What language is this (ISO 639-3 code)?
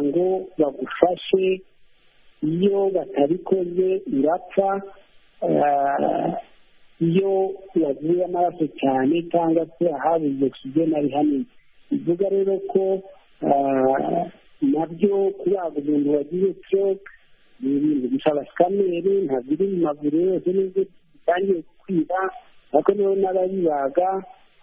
kin